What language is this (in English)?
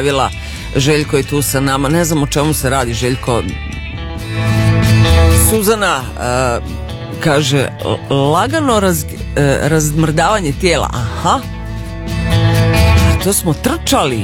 Serbian